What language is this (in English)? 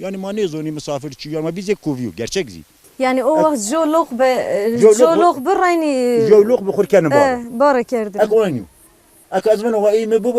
Zaza